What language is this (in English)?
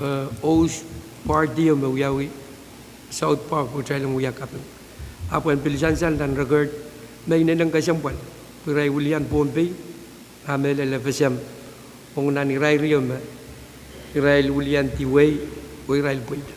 Pohnpeian